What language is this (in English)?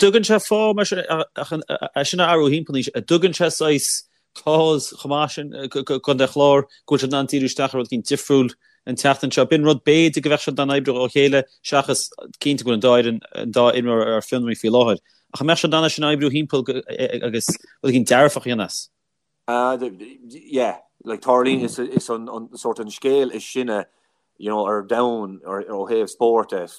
Irish